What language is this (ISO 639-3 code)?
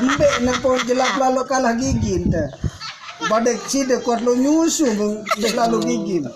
sas